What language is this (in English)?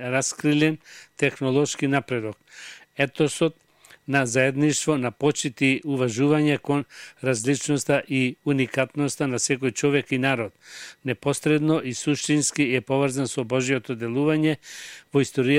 Macedonian